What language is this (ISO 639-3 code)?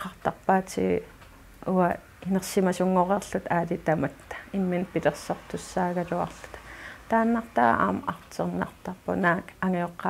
kal